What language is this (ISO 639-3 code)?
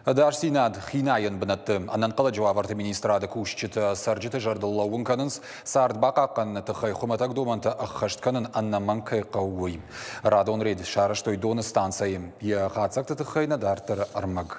oss